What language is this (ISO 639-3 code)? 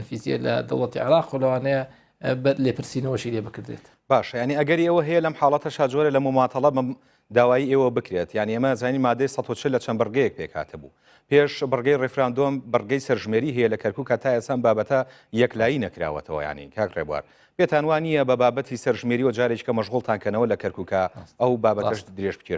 ckb